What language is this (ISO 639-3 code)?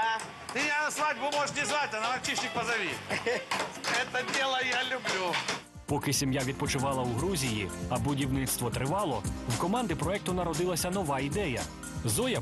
ukr